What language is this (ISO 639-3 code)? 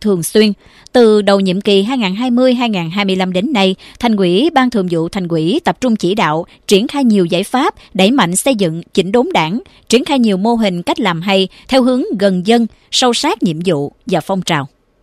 vie